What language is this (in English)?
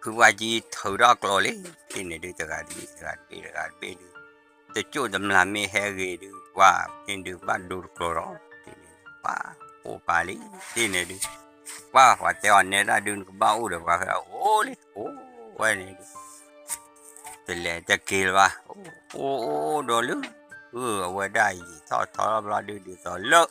S'gaw Karen